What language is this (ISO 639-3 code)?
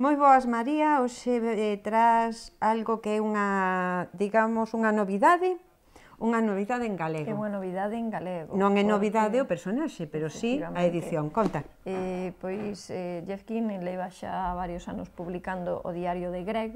glg